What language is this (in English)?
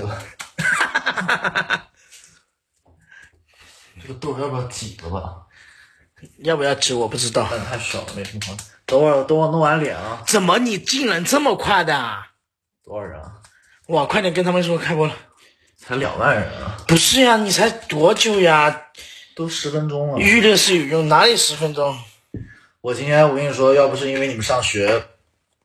Chinese